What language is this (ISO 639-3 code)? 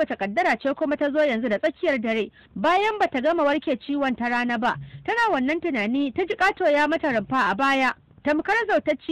hau